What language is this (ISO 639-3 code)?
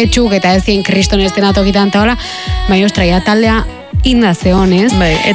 eus